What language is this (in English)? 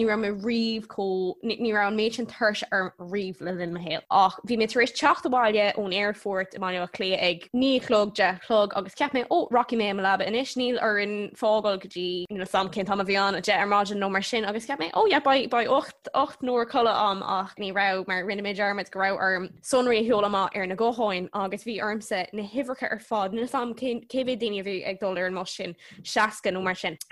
Irish